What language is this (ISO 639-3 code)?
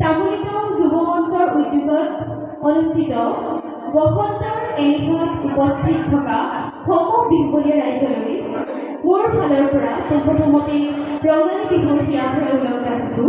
asm